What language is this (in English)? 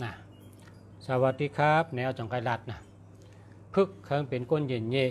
Shan